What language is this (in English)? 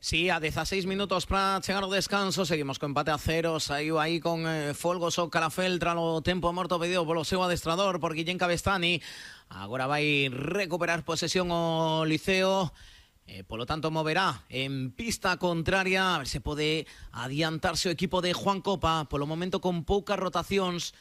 Galician